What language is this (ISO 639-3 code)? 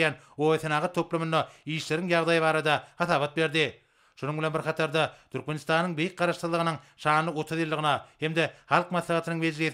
tuk